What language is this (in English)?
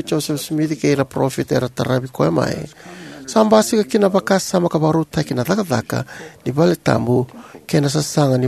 Fijian